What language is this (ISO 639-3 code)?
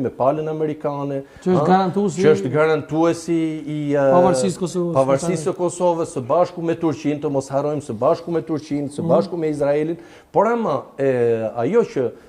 sqi